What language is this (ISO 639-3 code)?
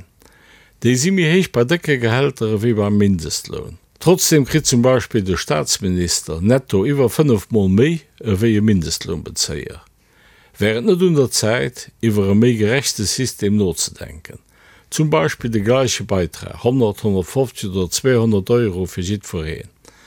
ltz